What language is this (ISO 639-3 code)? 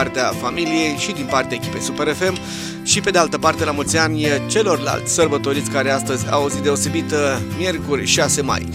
ron